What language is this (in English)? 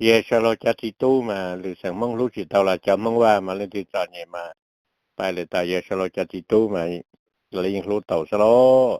Hmong